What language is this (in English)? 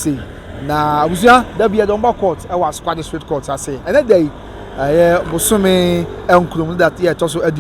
Akan